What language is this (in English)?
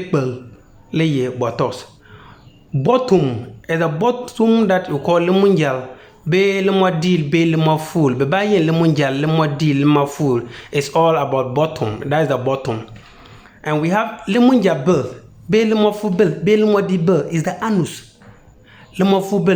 Konkomba